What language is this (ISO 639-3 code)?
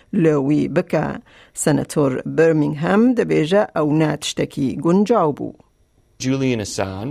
kur